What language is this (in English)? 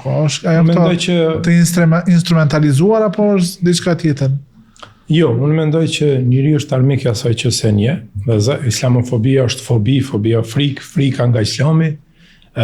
Albanian